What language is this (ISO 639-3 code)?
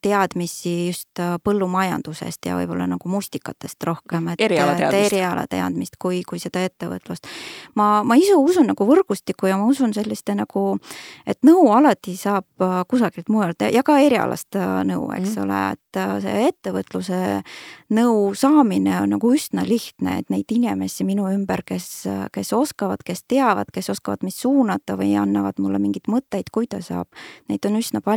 est